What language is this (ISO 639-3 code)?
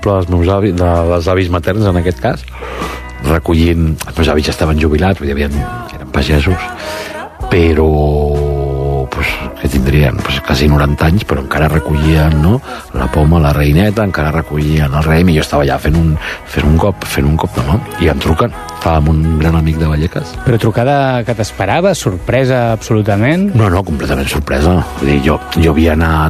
cat